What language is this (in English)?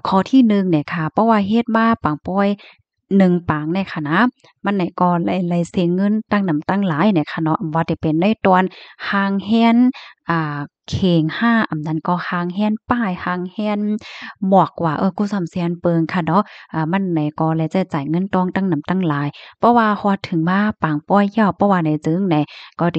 Shan